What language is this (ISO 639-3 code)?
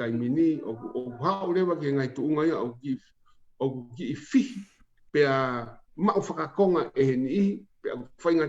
ton